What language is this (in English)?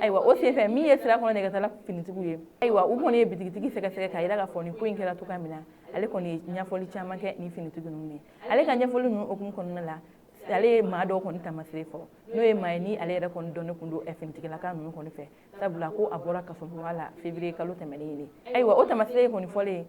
Bambara